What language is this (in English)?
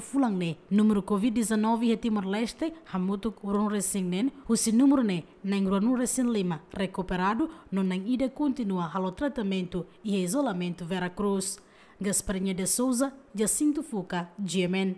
Tetum